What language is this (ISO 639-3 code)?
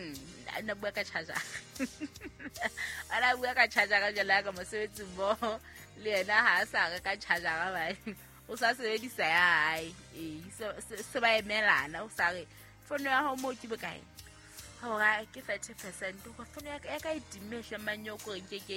sot